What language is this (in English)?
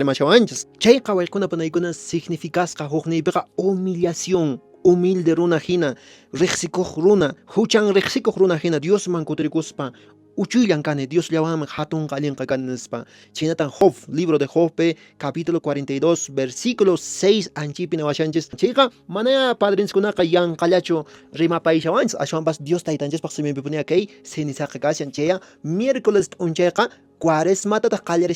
Quechua